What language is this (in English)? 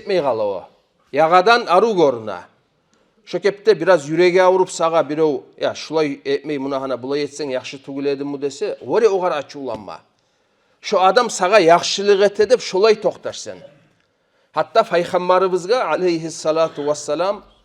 Kumyk